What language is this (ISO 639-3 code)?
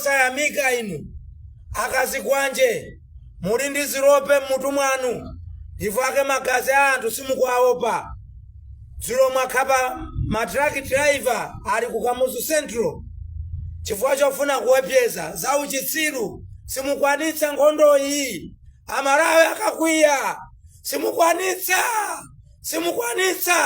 nya